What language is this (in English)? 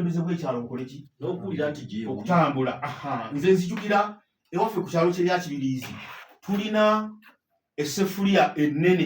Ganda